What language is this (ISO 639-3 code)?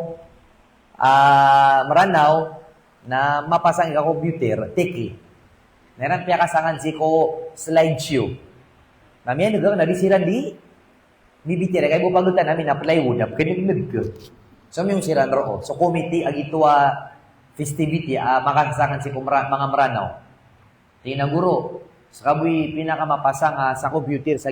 mrw